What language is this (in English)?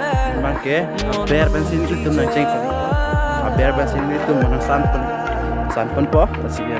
Karbi